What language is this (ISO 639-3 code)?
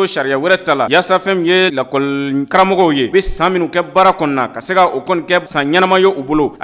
bam